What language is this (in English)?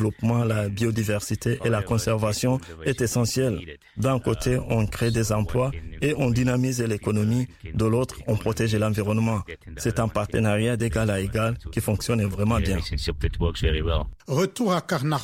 French